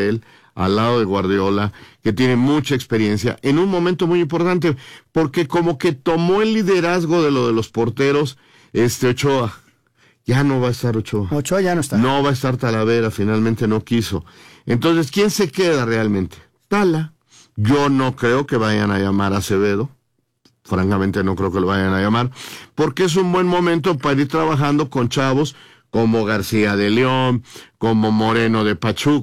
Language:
Spanish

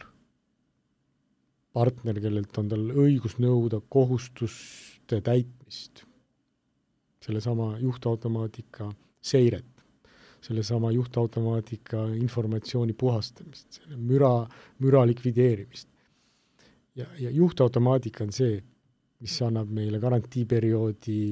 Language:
Estonian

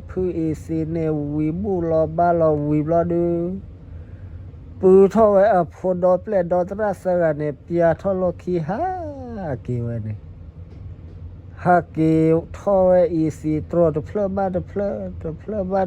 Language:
S'gaw Karen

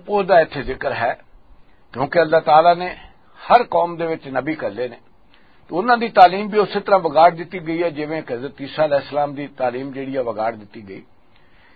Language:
Western Panjabi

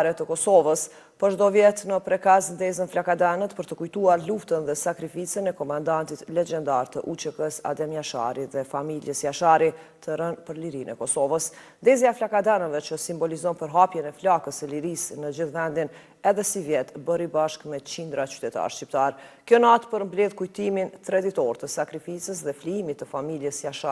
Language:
Albanian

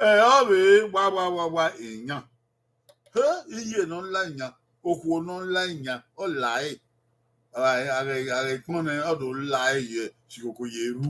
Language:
Bini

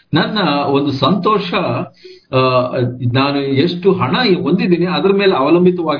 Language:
Kannada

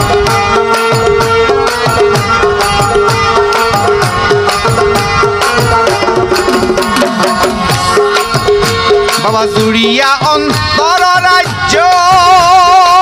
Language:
Bangla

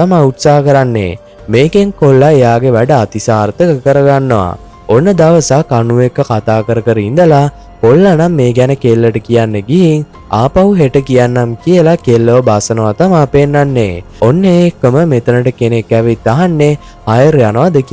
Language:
Sinhala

